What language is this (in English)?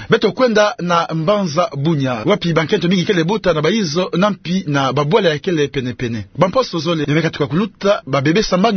Kituba (Democratic Republic of Congo)